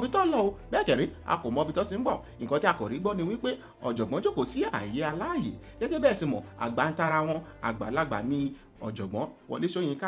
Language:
Yoruba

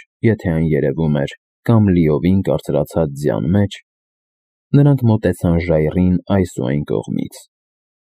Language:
Armenian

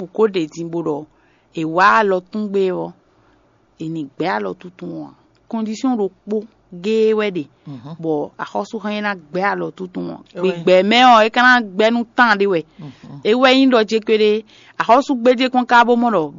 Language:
Fon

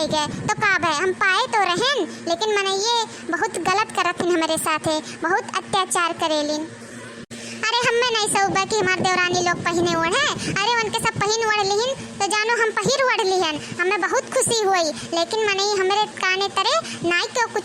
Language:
Awadhi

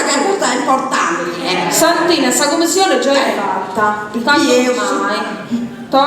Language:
Sardinian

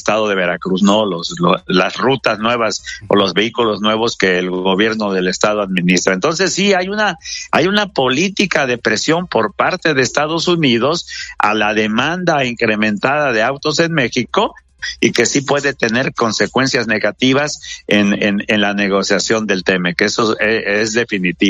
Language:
Spanish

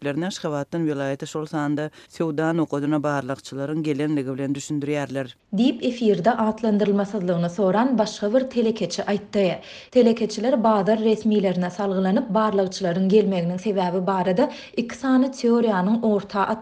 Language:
Turkmen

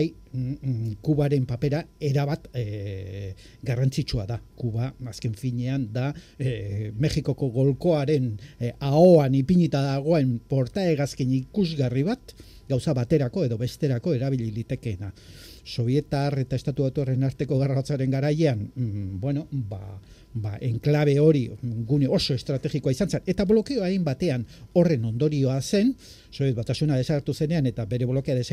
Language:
Basque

